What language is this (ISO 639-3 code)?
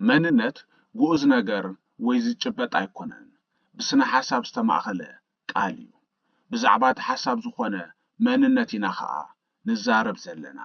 tir